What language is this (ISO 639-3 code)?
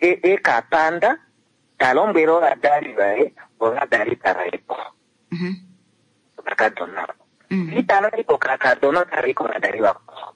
kua